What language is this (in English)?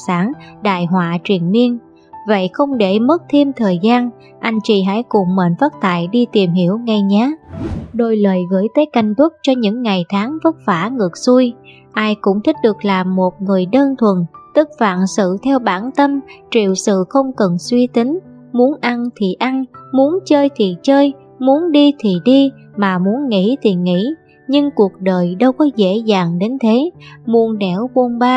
Vietnamese